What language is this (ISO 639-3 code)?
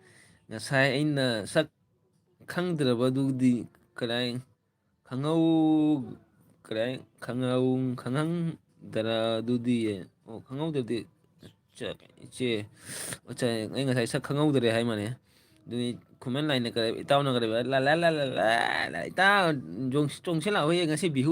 mni